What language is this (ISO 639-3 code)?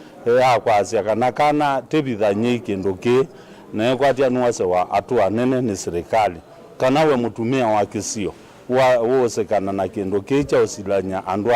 kam